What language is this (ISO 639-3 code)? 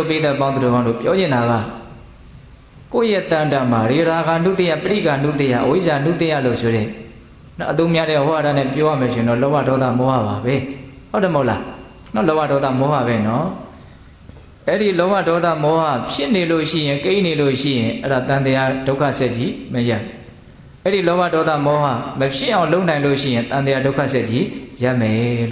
mya